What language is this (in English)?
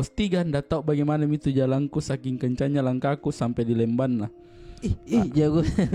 Makassar Malay